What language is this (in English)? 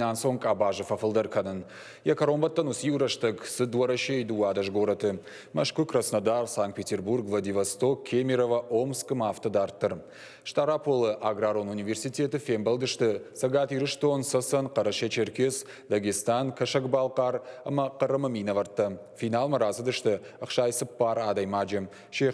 Ossetic